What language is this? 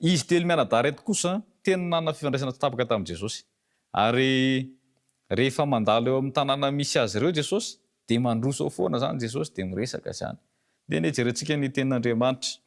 Malagasy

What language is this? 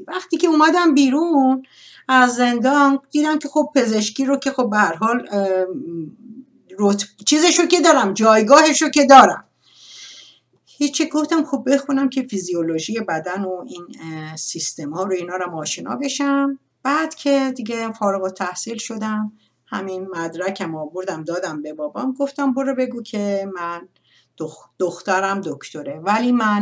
Persian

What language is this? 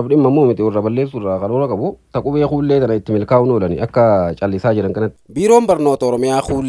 Oromo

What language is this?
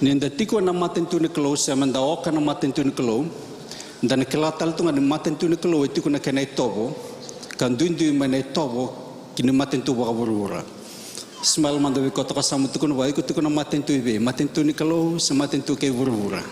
Fijian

